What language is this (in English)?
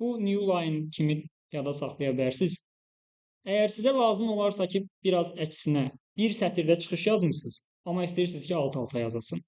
Azerbaijani